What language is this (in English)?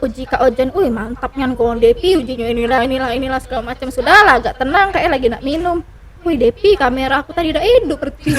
Musi